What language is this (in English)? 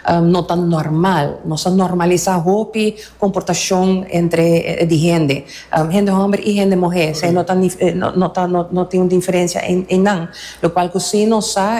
Papiamento